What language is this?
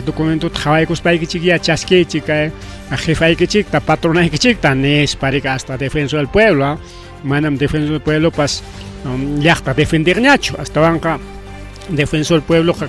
Ayacucho Quechua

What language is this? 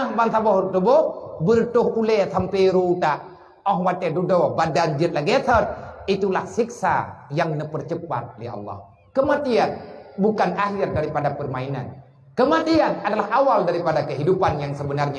Achinese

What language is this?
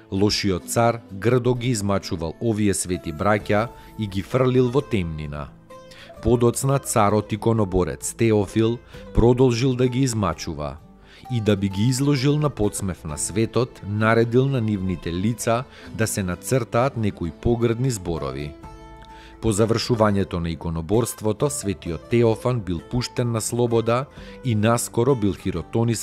Macedonian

